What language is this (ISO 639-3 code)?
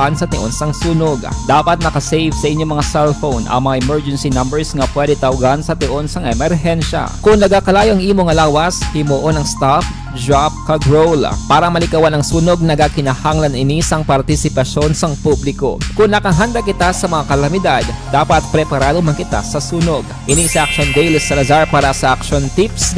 hil